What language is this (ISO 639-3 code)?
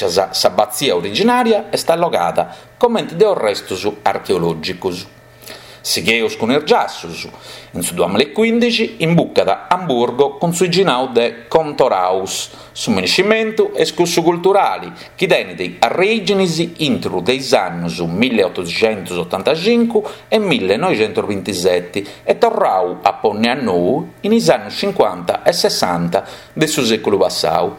srd